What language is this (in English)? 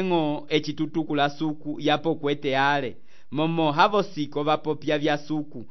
Umbundu